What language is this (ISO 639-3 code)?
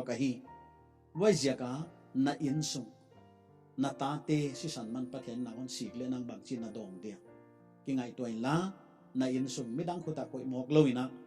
pck